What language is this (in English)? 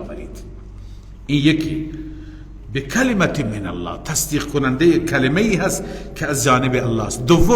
Persian